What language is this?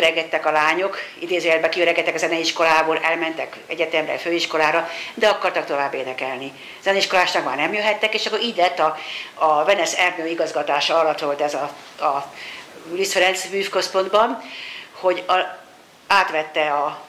Hungarian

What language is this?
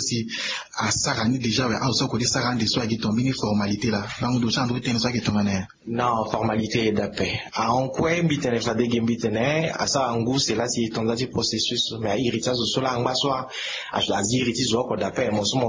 Sango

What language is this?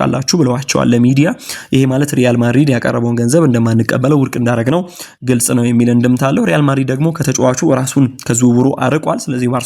Amharic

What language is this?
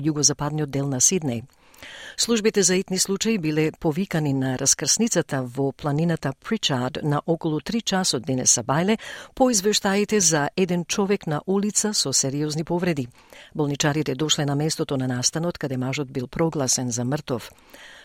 Macedonian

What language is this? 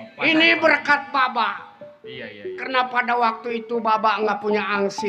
Betawi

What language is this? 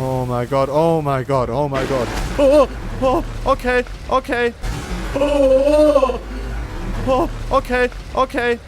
Swiss German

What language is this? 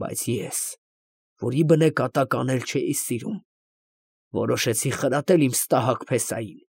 Armenian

